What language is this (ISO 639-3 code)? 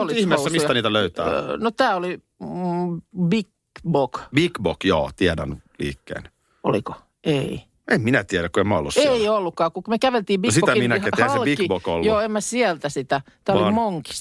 fin